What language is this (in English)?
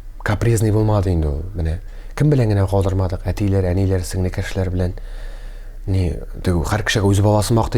Tatar